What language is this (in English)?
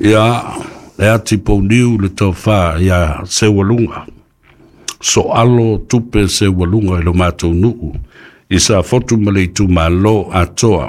Samoan